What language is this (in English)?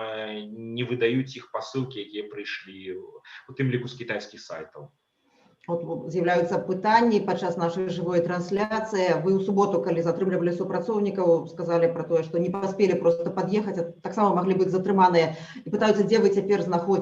Belarusian